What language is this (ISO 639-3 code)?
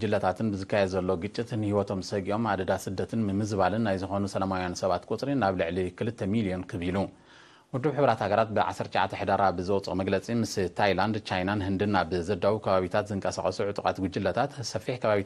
tir